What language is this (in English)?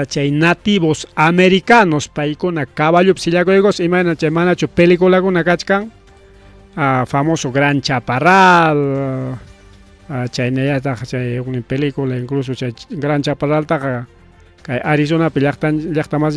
Ayacucho Quechua